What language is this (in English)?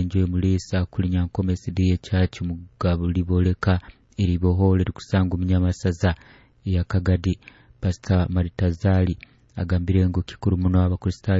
Nyoro